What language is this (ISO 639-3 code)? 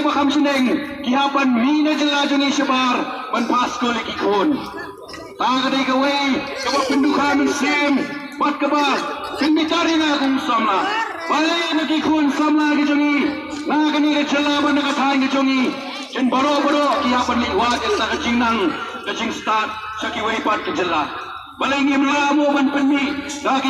kha